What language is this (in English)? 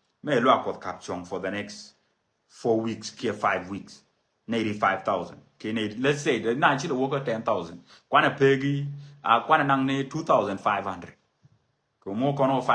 Nuer